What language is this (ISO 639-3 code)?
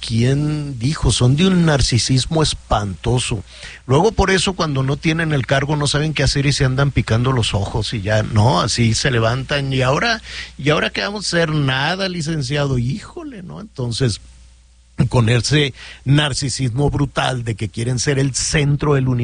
spa